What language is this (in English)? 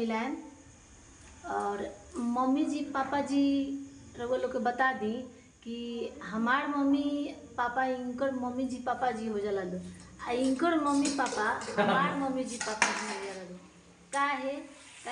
Bhojpuri